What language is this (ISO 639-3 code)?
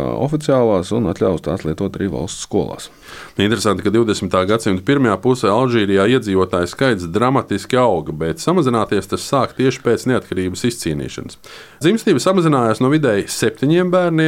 lav